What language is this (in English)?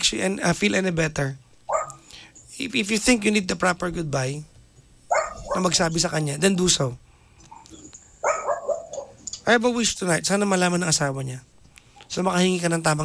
Filipino